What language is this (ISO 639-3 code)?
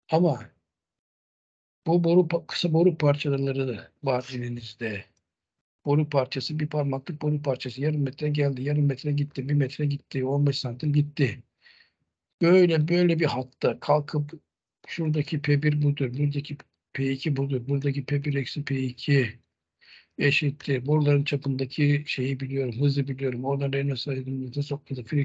tur